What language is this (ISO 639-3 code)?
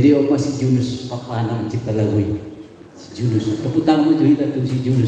bbc